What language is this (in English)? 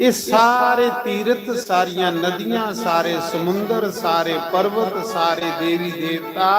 Dogri